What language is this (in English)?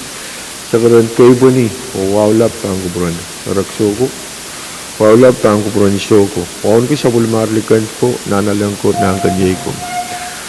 Pohnpeian